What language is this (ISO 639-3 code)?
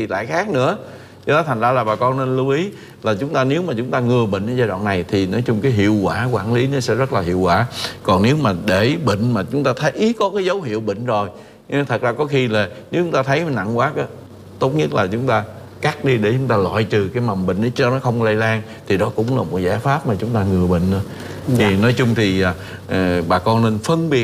vie